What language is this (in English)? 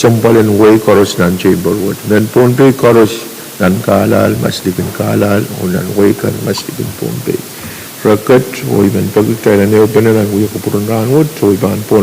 Pohnpeian